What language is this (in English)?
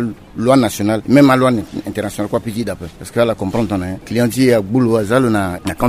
Sango